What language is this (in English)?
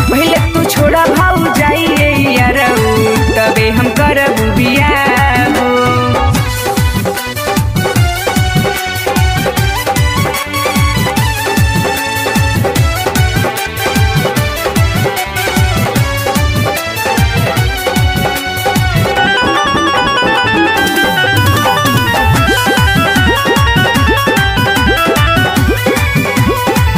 Bhojpuri